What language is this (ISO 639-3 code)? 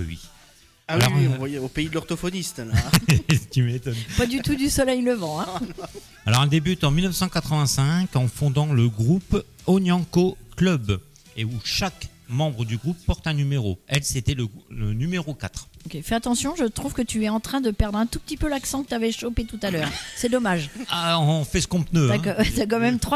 fra